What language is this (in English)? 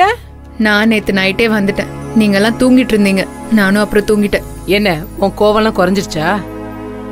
Tamil